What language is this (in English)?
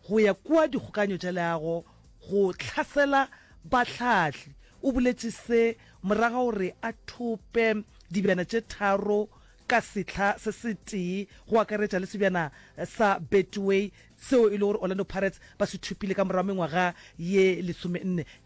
Northern Sotho